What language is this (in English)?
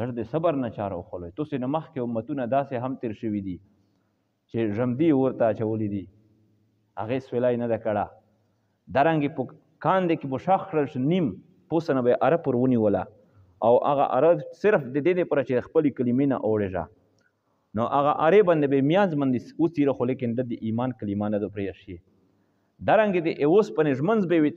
Pashto